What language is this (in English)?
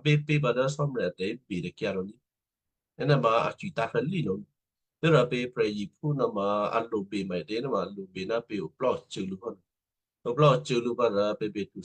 Western Kayah